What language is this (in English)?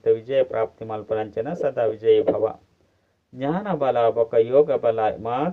Tulu